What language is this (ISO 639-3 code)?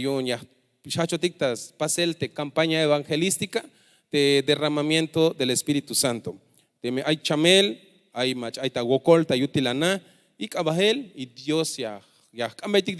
tzh